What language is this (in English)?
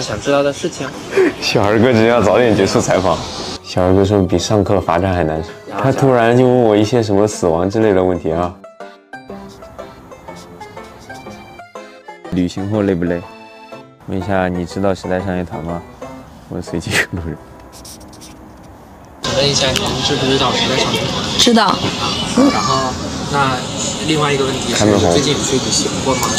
Chinese